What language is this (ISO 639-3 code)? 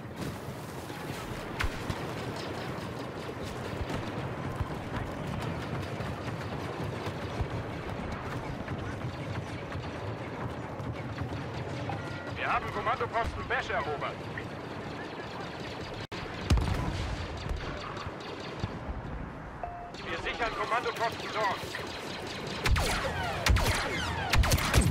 deu